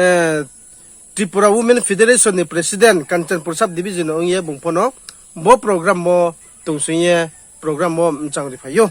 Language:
Riang (India)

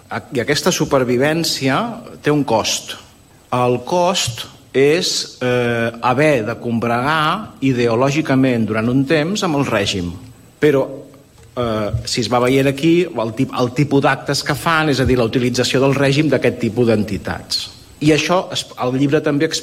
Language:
Catalan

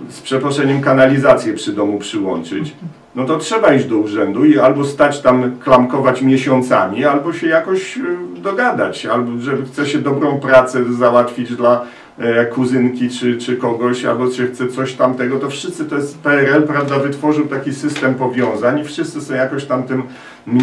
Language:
Polish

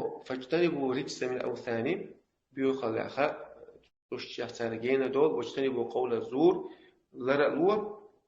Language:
Chechen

